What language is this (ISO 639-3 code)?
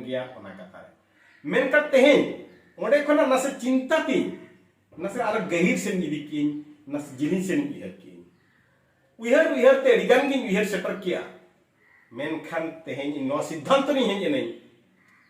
sat